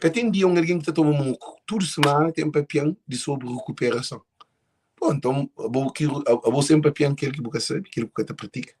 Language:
Kabuverdianu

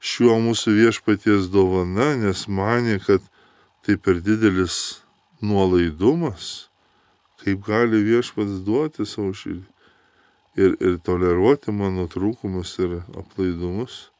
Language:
Lithuanian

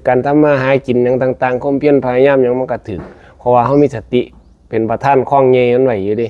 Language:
Northeastern Thai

